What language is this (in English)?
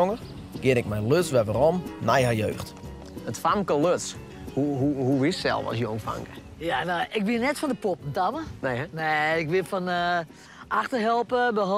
Western Frisian